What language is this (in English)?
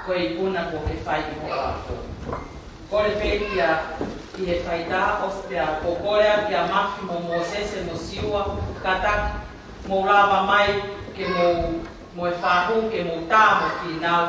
Tongan